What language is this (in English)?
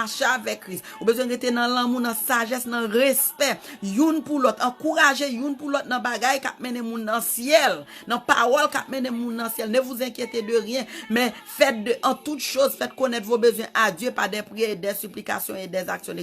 Haitian Creole